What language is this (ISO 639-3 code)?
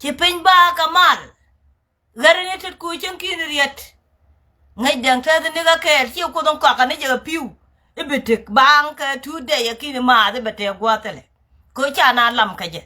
nus